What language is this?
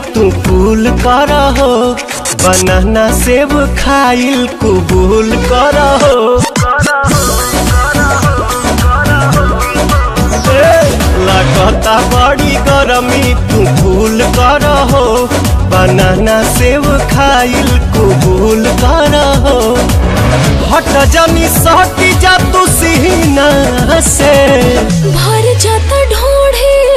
Bhojpuri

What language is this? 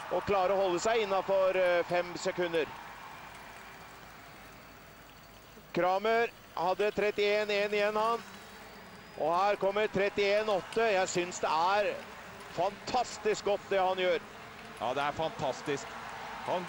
Norwegian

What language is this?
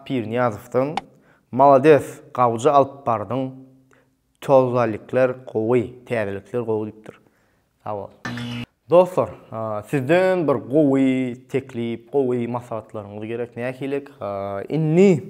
Turkmen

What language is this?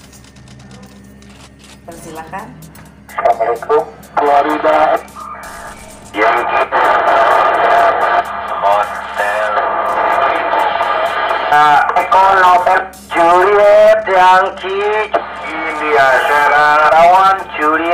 Indonesian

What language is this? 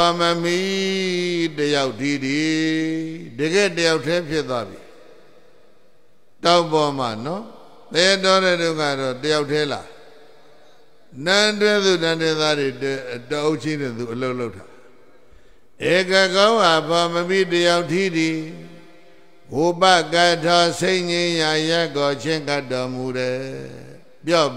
Burmese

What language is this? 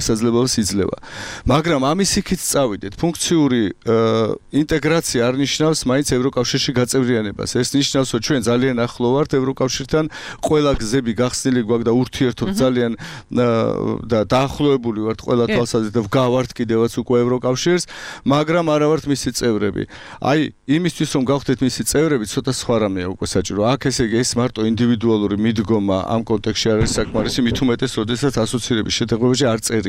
Georgian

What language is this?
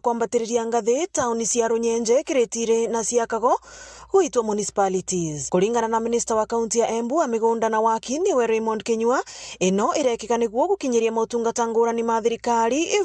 Meru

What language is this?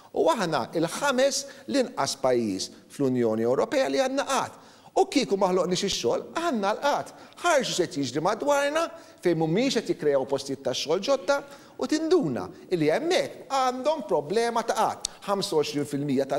Maltese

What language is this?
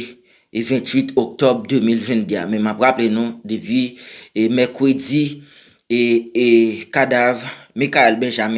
Haitian Creole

